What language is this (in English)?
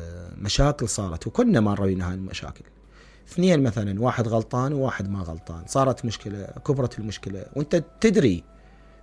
Mesopotamian Arabic